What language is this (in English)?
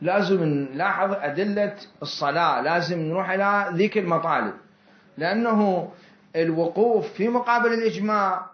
Mesopotamian Arabic